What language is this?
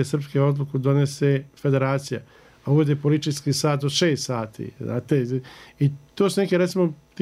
Bosnian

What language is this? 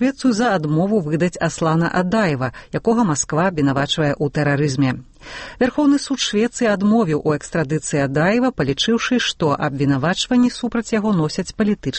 Belarusian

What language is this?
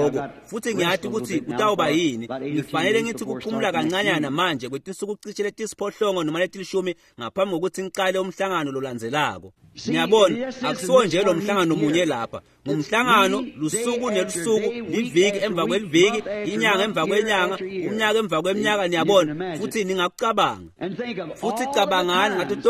Swati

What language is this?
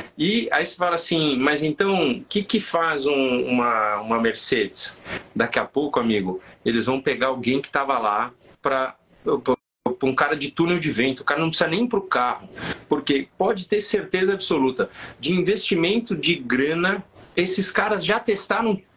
Portuguese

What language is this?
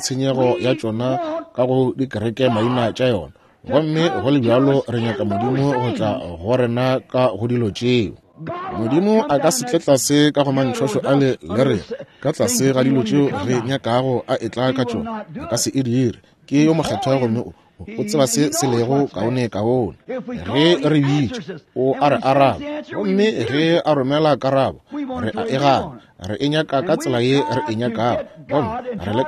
Northern Sotho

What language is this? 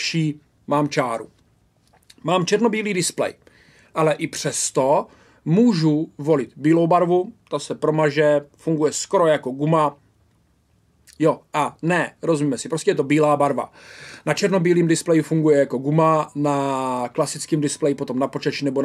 Czech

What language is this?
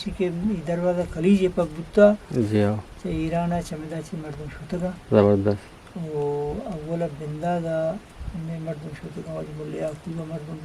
Eastern Balochi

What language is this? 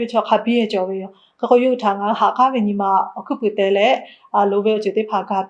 Lahu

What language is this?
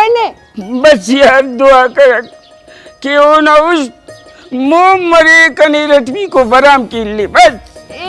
Brahui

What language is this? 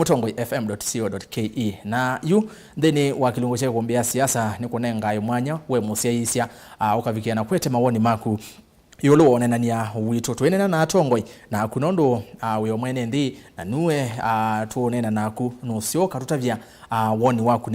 Kamba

